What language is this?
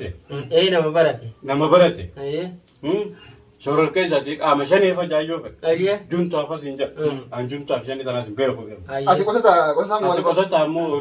Oromo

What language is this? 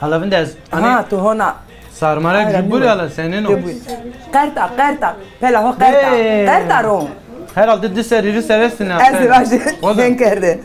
Zaza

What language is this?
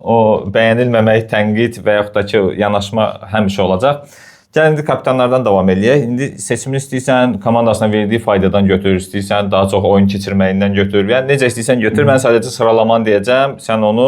Azerbaijani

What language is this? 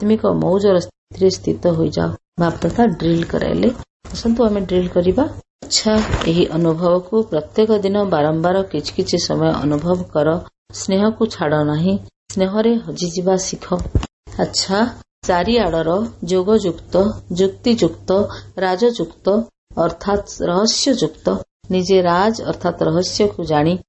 Odia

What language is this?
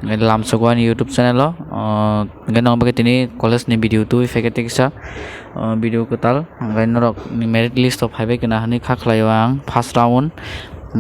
Kok Borok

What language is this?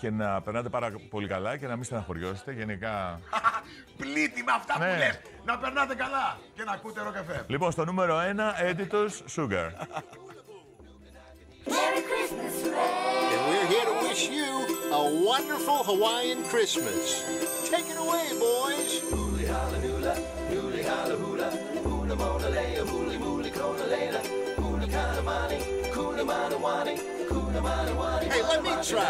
Greek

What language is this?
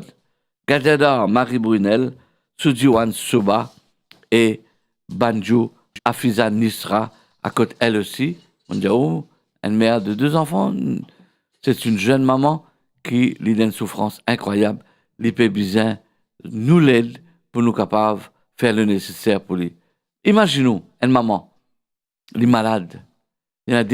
Morisyen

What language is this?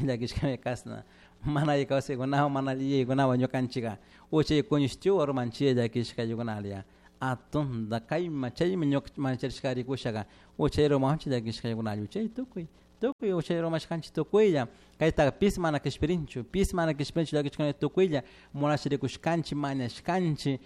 Chimborazo Highland Quichua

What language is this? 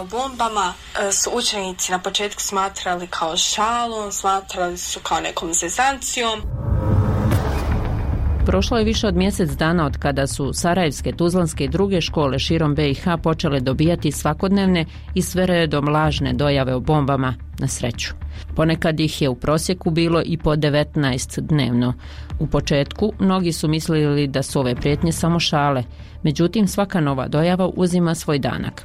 Bosnian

